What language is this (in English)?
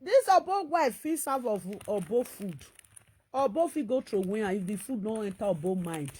Nigerian Pidgin